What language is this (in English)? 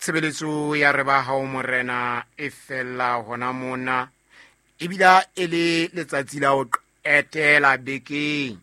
Southern Sotho